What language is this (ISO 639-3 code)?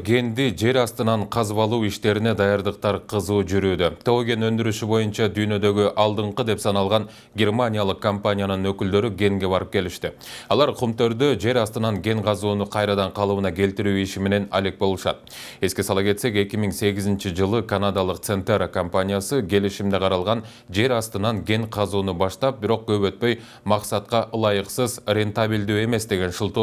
kir